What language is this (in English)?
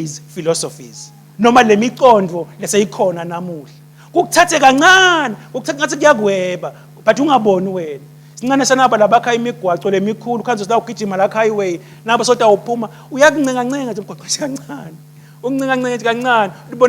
Swati